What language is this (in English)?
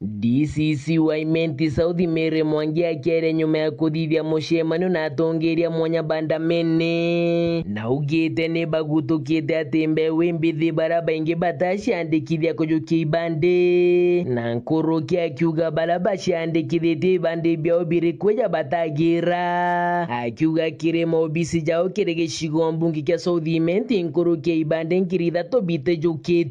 Meru